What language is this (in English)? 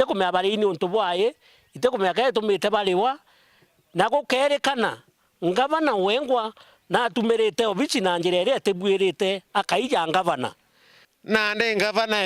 Meru